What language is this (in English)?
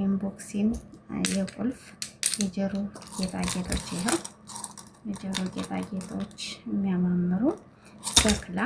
Amharic